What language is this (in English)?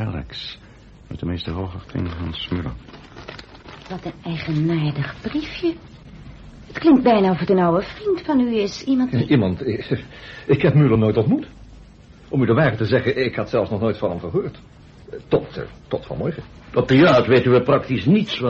Dutch